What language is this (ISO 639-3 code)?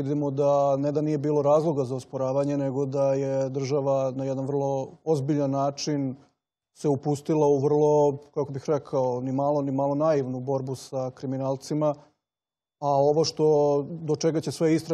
srp